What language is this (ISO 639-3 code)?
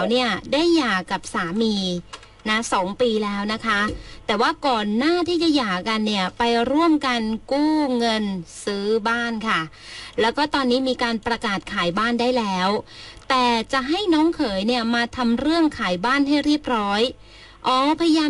tha